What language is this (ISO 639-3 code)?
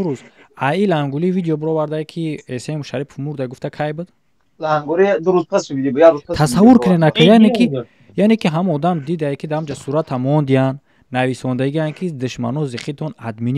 tgk